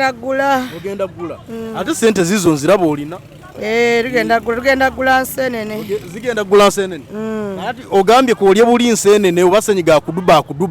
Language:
Ganda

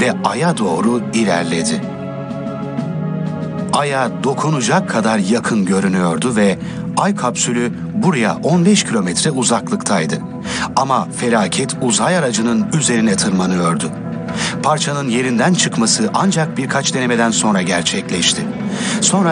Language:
Turkish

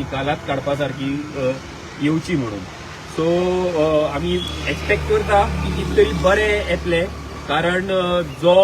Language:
Konkani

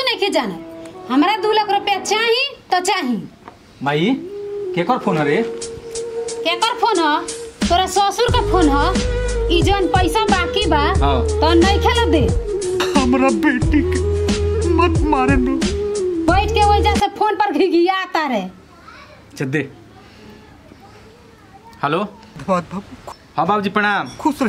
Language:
Bhojpuri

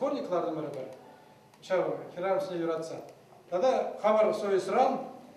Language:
Chuvash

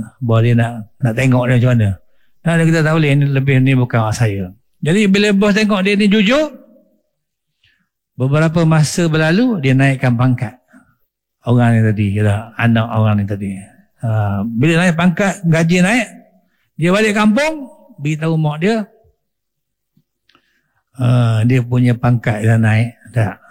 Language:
Malay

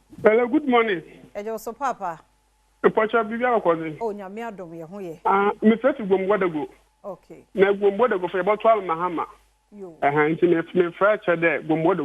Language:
Akan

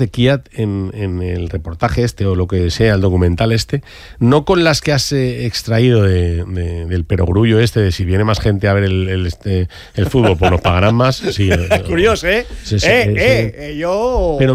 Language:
Spanish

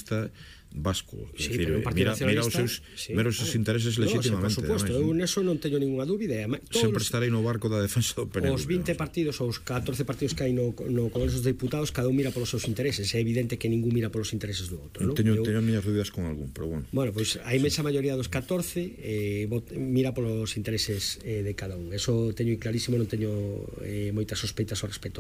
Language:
Galician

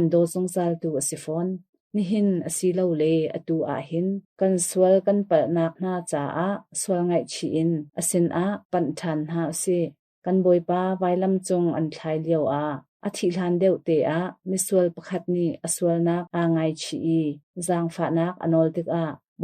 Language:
Hakha Chin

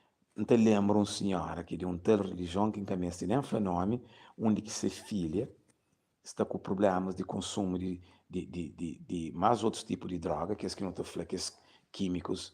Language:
Kabuverdianu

